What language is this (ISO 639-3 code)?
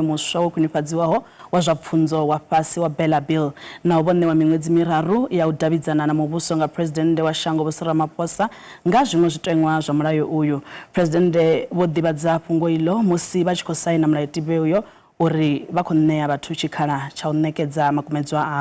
ven